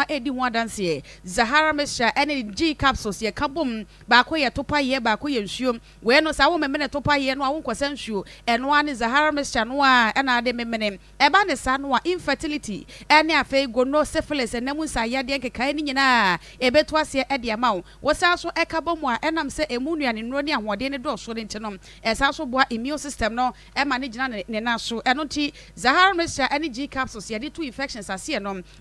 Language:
Akan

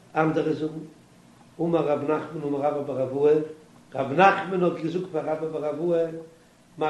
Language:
Yiddish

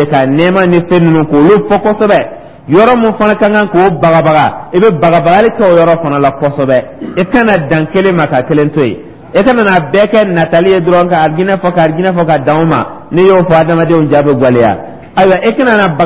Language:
Dyula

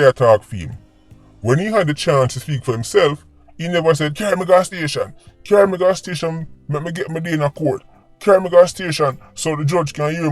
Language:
Jamaican Creole English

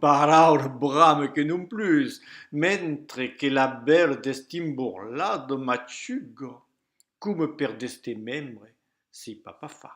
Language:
Occitan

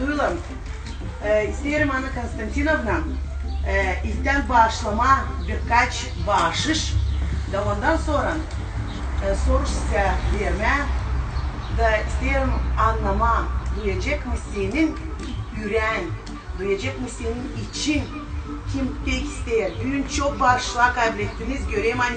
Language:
Gagauz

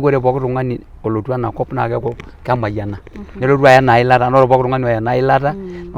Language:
Masai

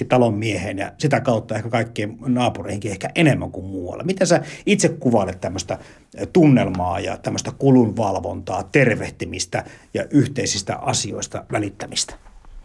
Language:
Finnish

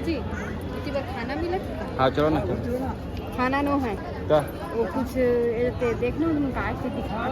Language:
Chhattisgarhi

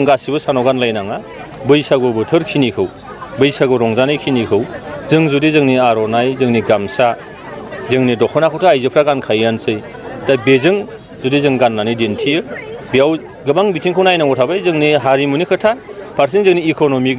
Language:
Bodo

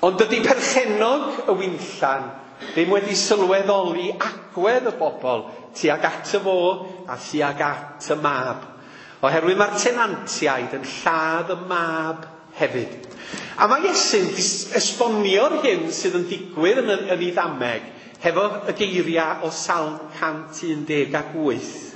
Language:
Welsh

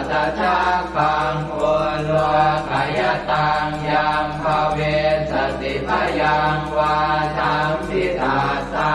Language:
Pali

